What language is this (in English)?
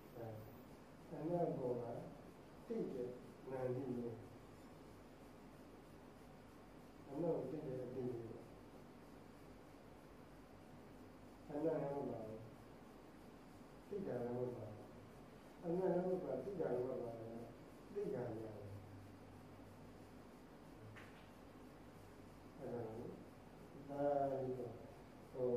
Burmese